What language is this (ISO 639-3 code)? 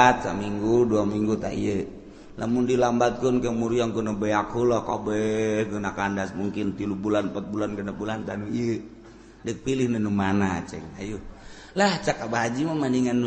sun